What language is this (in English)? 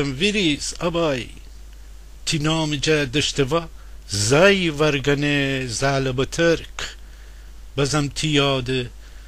Gilaki